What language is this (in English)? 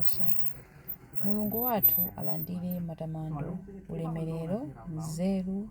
Nyanja